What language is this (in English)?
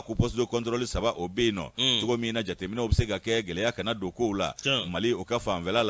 Bambara